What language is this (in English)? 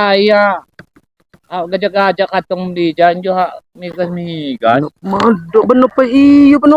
Lampung Api